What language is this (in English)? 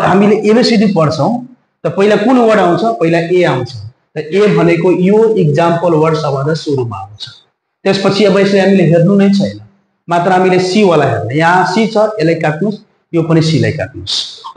Nepali